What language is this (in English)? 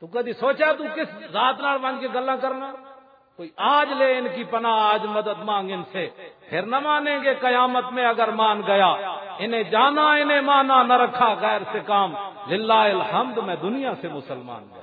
Western Panjabi